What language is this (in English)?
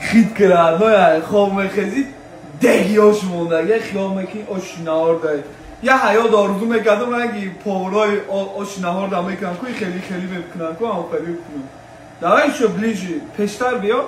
Tajik